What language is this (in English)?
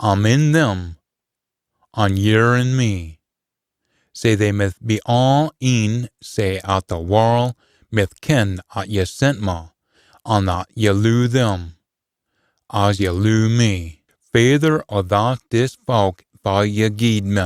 Scots